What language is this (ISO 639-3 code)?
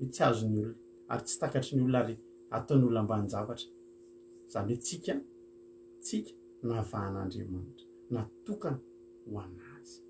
mlg